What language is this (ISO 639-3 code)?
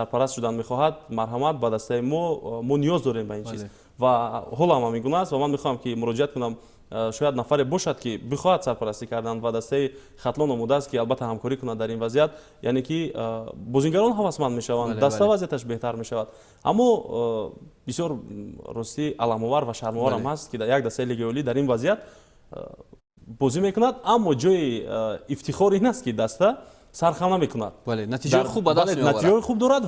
tgk